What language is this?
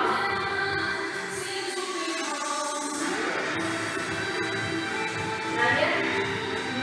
Russian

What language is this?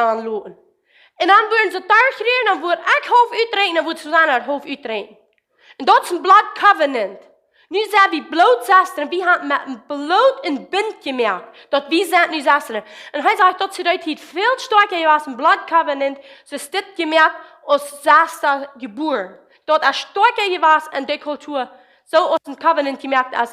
Plautdietsch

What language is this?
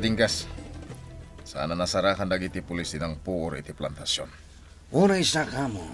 Iloko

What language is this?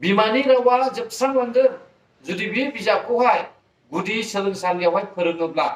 Bodo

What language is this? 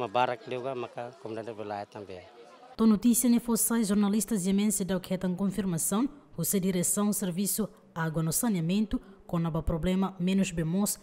Tetum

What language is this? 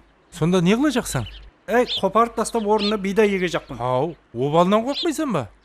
Kara-Kalpak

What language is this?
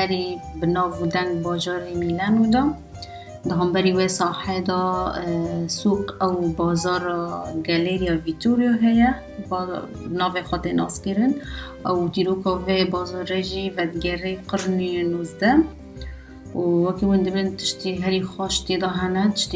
Kurdish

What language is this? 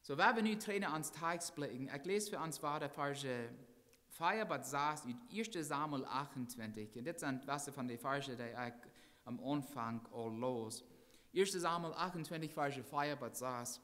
Plautdietsch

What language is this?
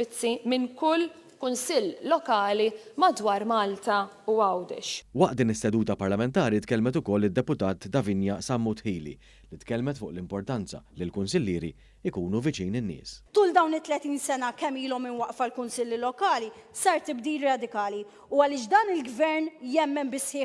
Maltese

